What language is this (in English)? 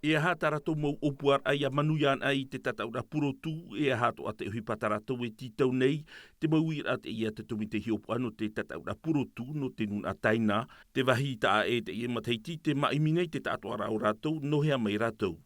Tahitian